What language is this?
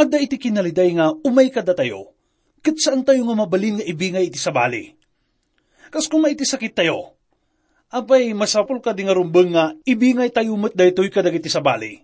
Iloko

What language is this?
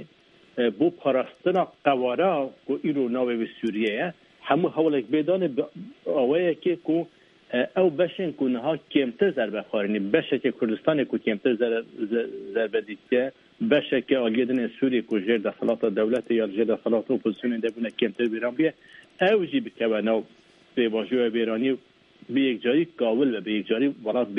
Kurdish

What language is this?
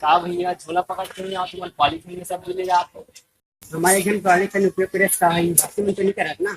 Chhattisgarhi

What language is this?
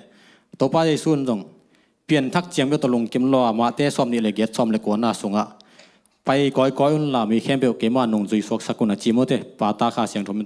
Tedim Chin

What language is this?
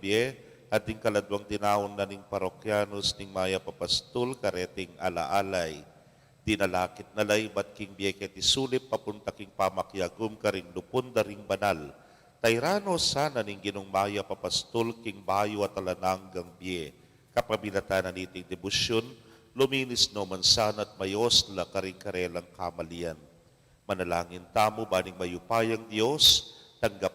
Pampanga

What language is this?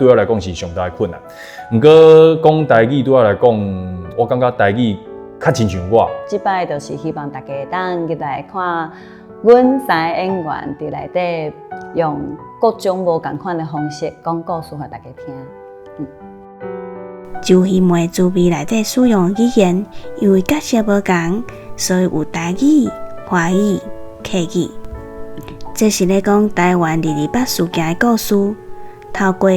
Min Nan Chinese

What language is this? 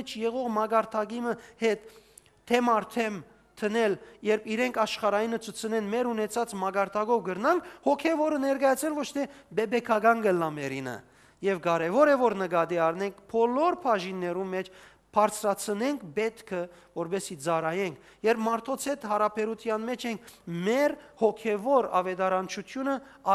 Western Armenian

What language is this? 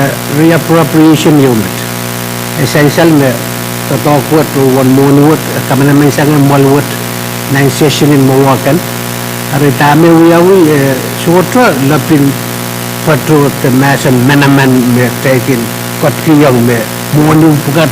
Pohnpeian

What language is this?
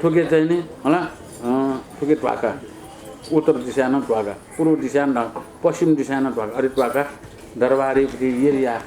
Newari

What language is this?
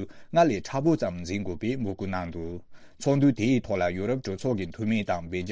Tibetan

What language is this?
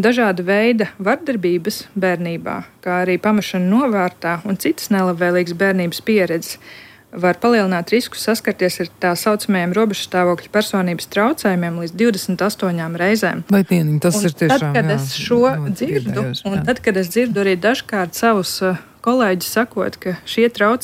Latvian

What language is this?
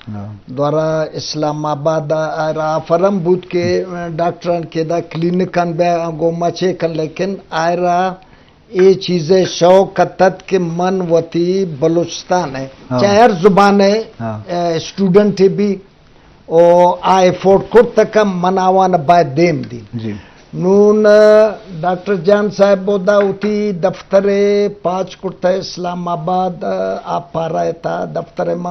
Eastern Balochi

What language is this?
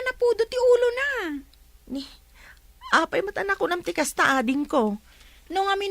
Iloko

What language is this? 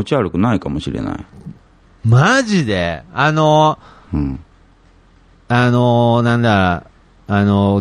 Japanese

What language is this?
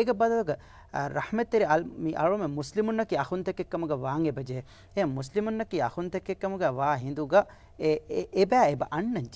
Divehi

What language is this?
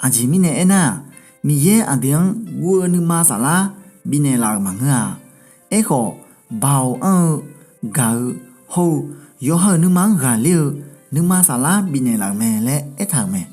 Akha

